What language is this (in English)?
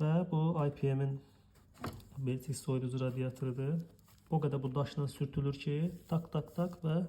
Azerbaijani